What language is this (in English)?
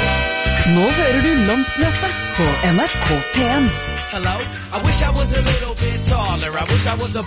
Norwegian